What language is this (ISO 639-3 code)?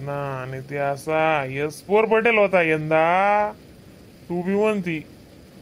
khn